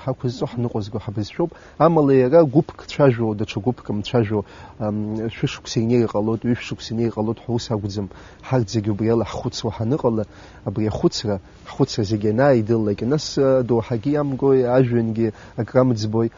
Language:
Abkhazian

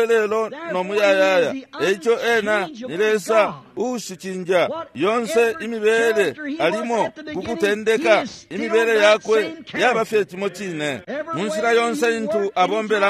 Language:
Bemba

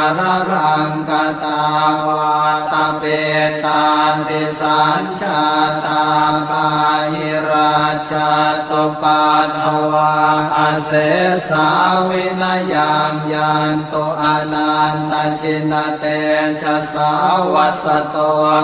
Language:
Pali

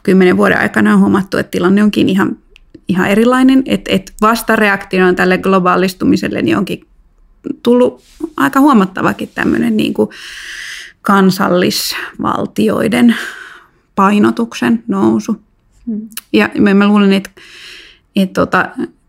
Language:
Finnish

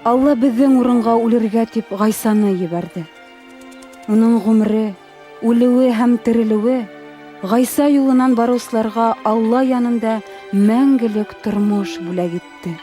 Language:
Bashkir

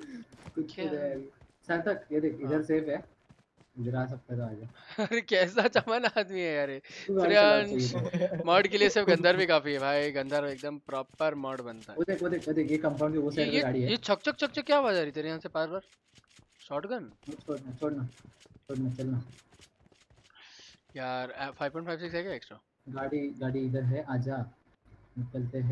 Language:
Hindi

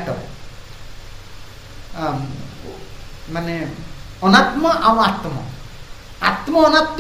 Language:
Odia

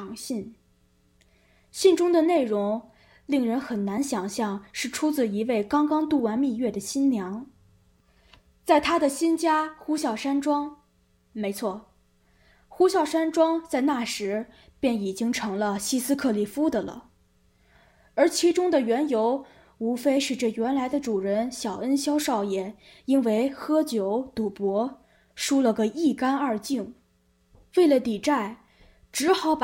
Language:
Chinese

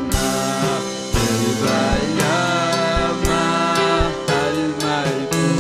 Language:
Ayacucho Quechua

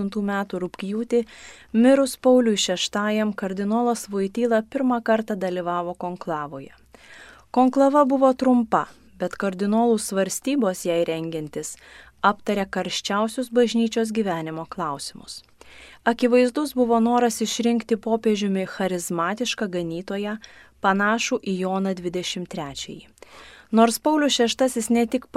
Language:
Lithuanian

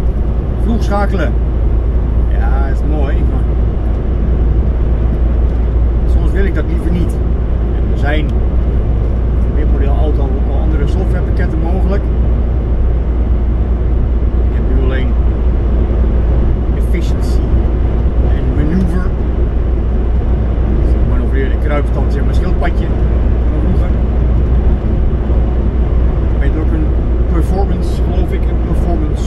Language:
Dutch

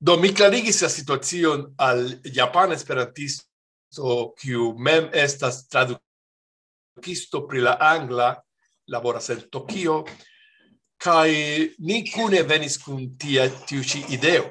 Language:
Esperanto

